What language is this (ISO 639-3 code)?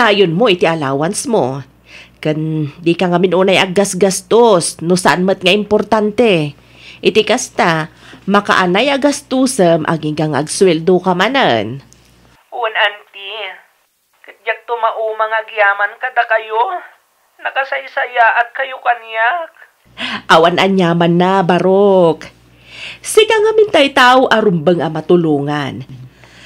ilo